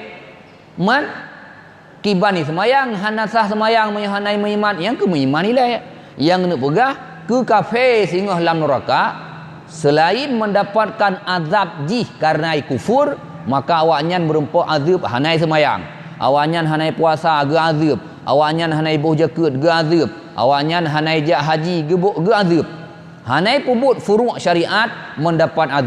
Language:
Achinese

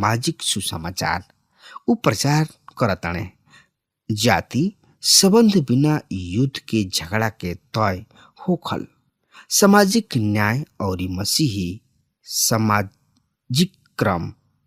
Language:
Bhojpuri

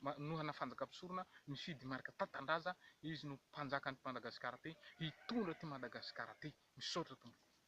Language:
Malagasy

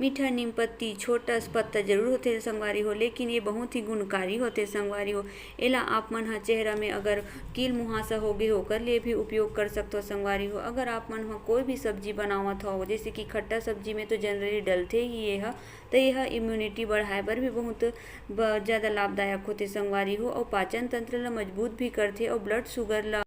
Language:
Chhattisgarhi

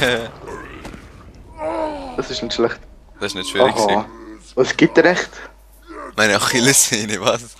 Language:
Swiss German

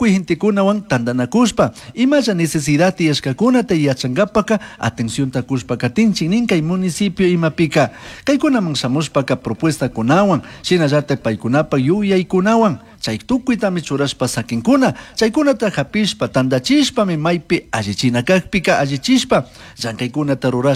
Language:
Chimborazo Highland Quichua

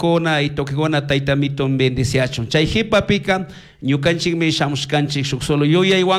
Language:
Chimborazo Highland Quichua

